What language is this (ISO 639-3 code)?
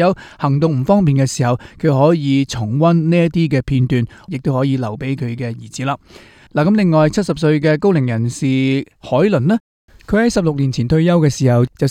yue